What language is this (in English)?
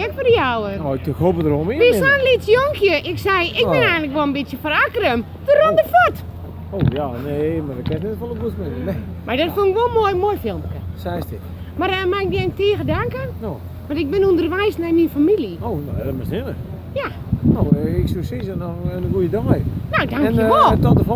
Western Frisian